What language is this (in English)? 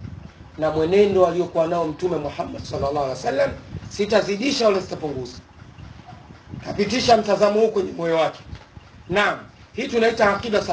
Swahili